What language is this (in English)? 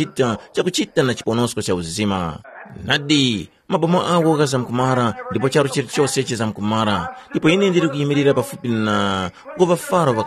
Tumbuka